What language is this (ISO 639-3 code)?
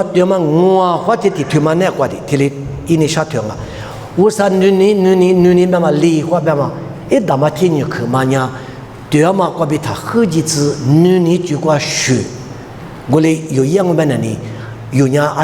lis